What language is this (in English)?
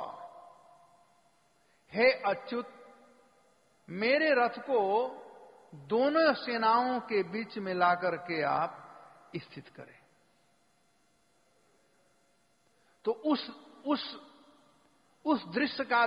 Hindi